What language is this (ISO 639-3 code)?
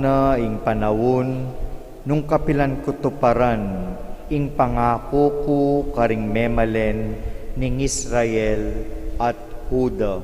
pam